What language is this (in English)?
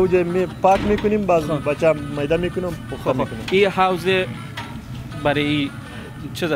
Persian